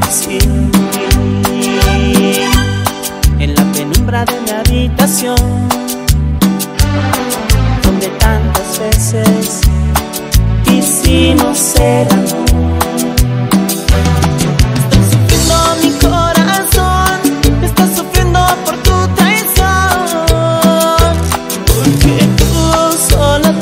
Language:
Spanish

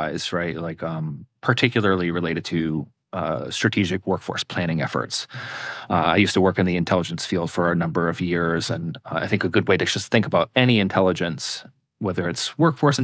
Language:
English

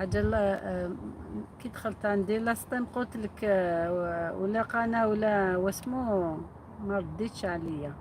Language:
Algerian Arabic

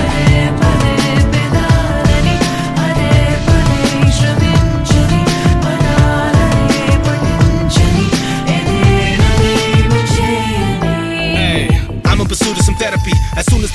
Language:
Telugu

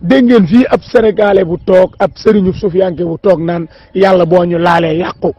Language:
Wolof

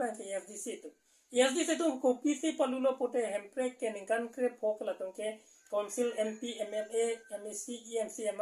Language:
Karbi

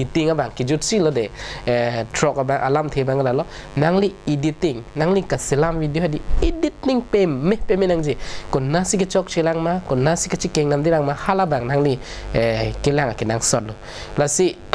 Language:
Karbi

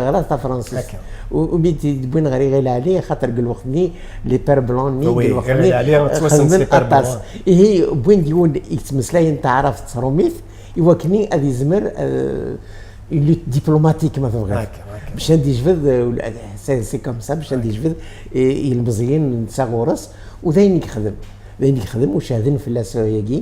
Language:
Kabyle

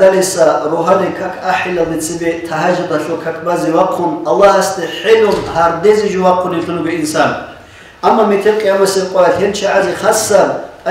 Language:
Avaric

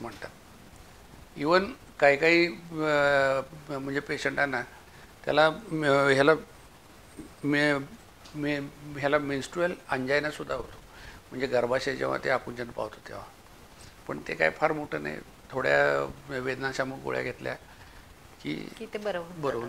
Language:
Marathi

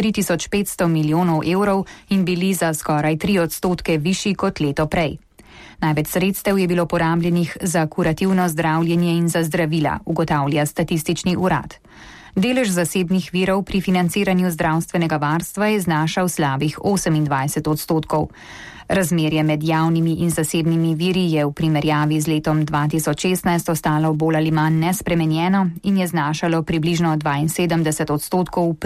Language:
Slovenian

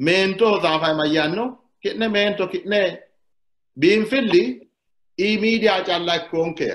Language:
Sidamo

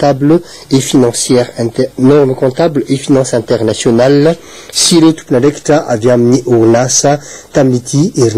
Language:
Malagasy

